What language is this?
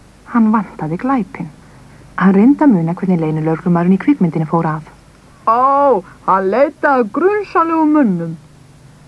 Icelandic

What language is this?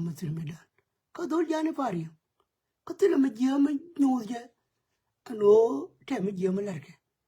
Nuer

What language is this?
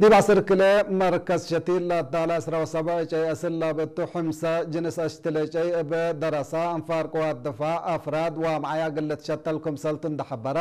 Tigre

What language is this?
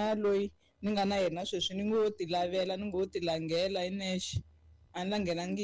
Tsonga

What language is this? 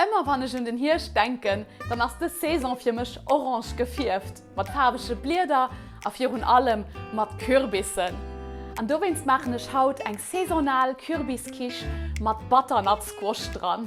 Luxembourgish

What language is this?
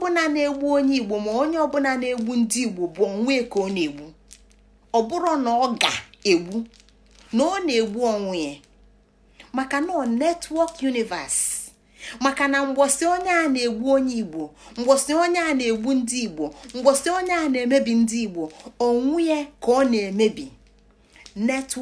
Igbo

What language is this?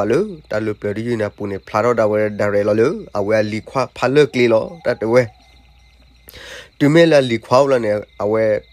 S'gaw Karen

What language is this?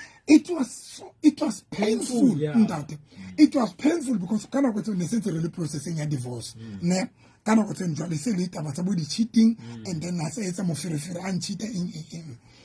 Southern Sotho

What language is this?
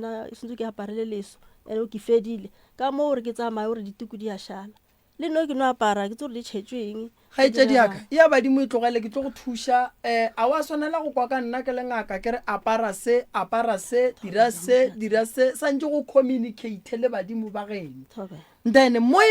Northern Sotho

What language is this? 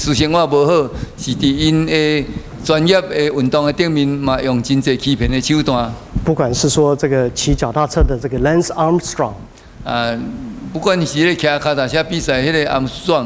Min Nan Chinese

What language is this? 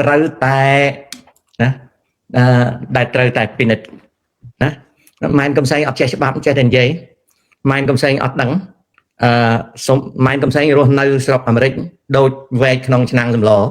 Khmer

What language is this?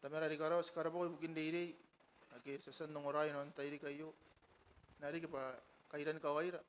Gilbertese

